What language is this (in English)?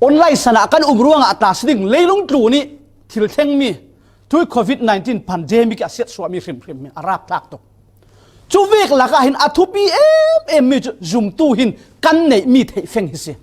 Falam Chin